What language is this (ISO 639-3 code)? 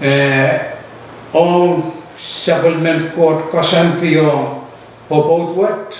pon